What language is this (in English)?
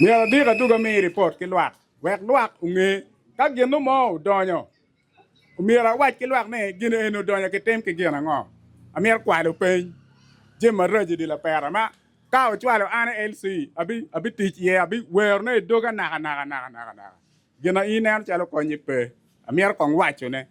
Acoli